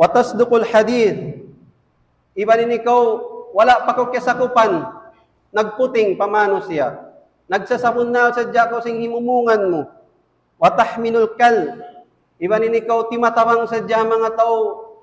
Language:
Tausug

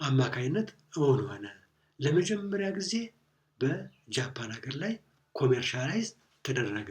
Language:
Amharic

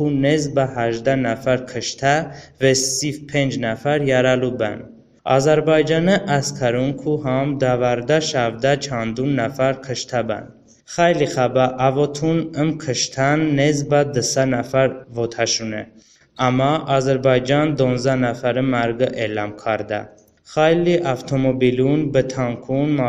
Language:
Talysh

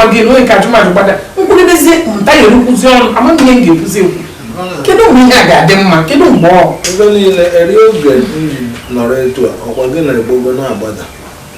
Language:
Igbo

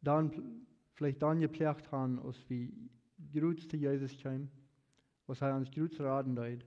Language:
Plautdietsch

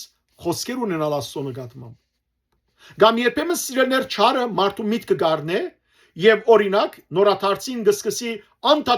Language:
Western Armenian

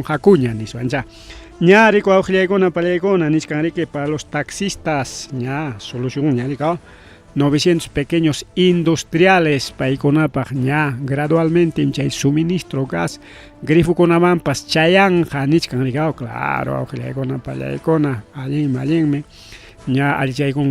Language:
Ayacucho Quechua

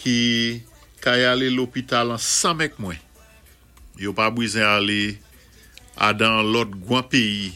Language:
Saint Lucian Creole French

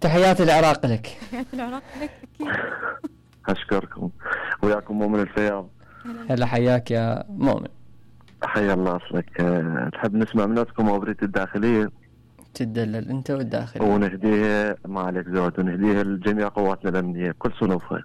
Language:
Mesopotamian Arabic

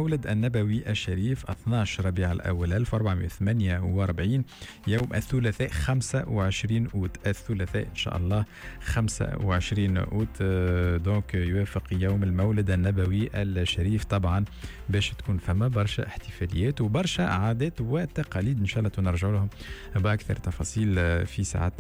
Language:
Tunisian Arabic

